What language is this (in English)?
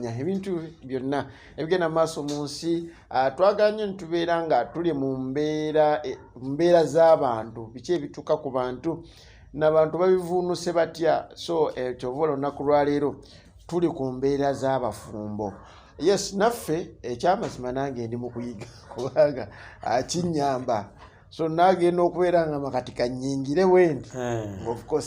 Ganda